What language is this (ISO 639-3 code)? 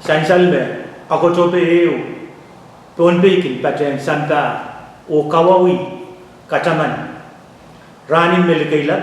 pon